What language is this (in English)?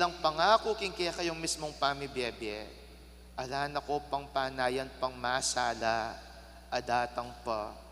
Pampanga